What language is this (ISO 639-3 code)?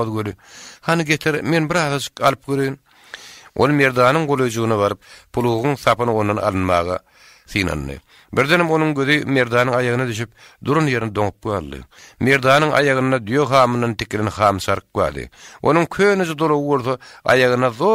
tuk